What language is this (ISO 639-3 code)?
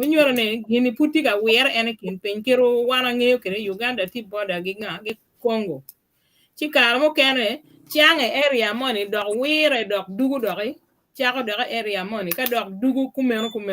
ach